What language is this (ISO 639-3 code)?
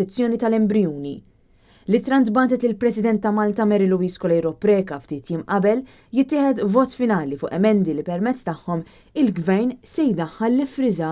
mlt